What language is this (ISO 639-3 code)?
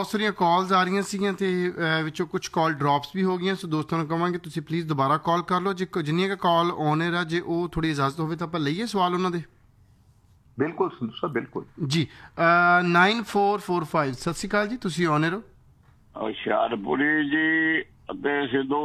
pan